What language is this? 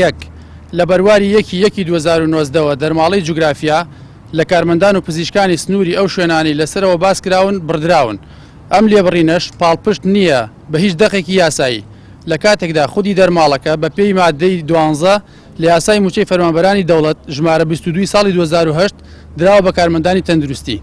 Central Kurdish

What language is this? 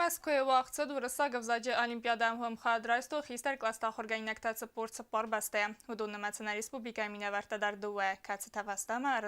Ossetic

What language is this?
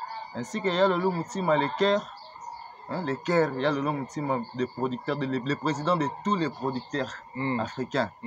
Lingala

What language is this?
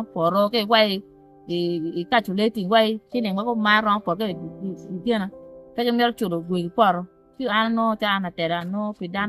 Acoli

